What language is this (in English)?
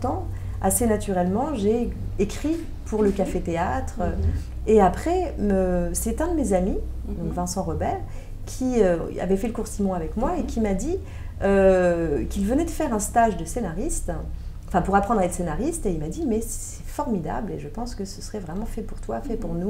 French